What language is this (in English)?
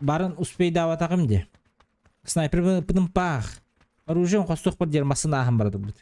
Yakut